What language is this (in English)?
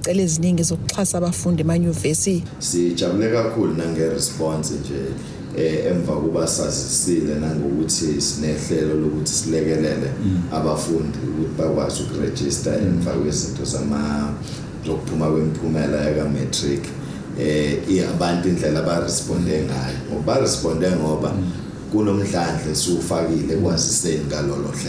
Zulu